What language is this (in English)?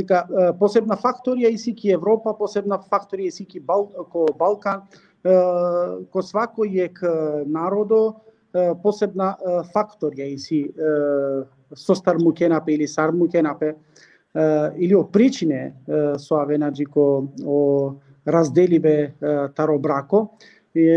Balkan Romani